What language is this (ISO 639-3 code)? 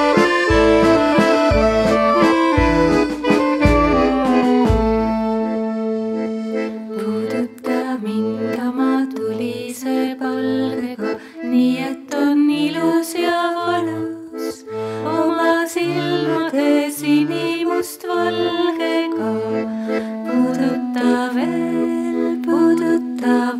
est